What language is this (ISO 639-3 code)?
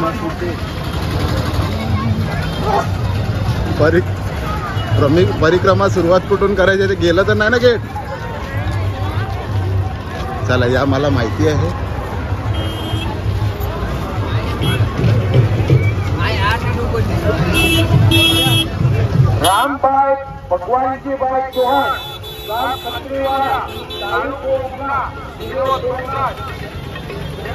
mar